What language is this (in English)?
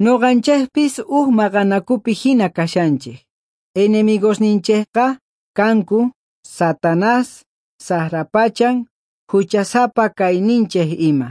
South Bolivian Quechua